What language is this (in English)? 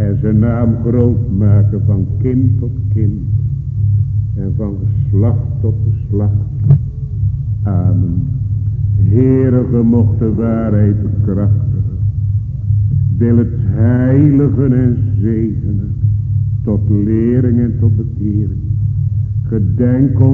Dutch